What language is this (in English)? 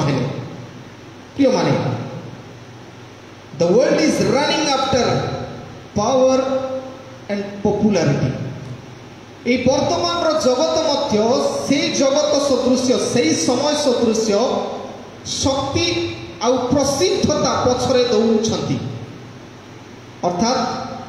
Odia